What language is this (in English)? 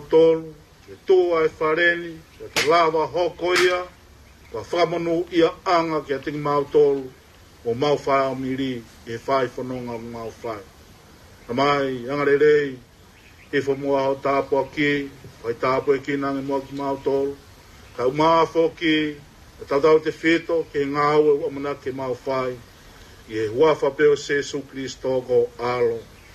Tongan